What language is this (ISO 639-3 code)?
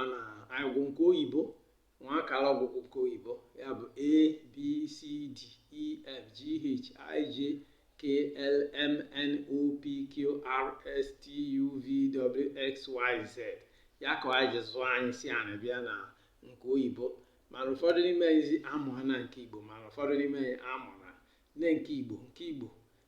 ibo